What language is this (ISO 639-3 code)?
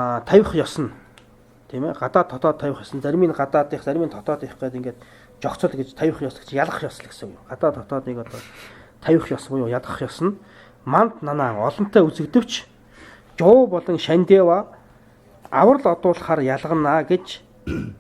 mon